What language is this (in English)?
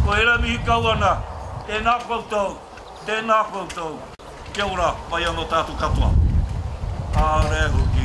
Māori